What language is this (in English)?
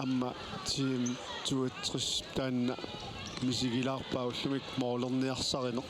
Kalaallisut